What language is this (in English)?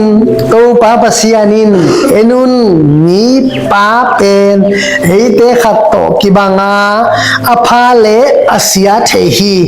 Tedim Chin